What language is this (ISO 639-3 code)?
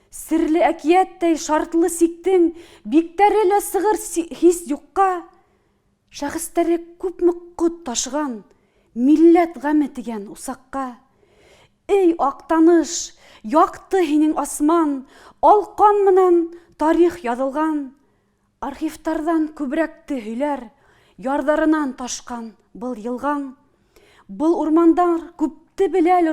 bak